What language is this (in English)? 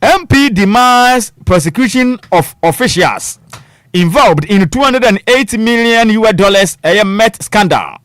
Akan